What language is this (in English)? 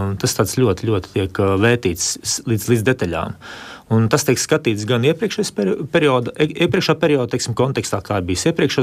Latvian